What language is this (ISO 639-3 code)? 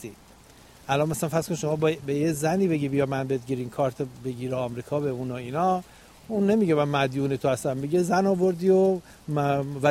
fas